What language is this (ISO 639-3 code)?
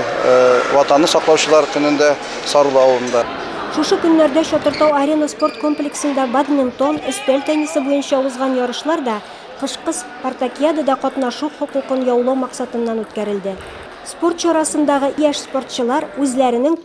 tat